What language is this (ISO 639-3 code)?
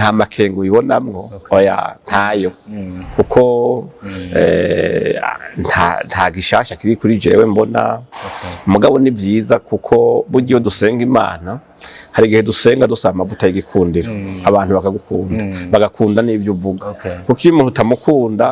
run